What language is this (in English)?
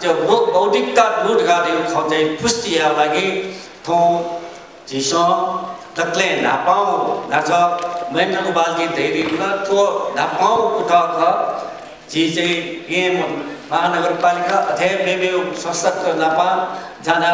Newari